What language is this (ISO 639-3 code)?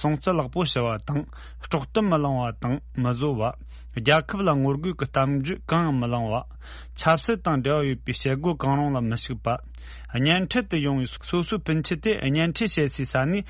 bod